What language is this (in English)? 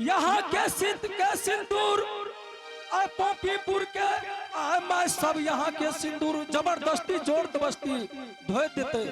Angika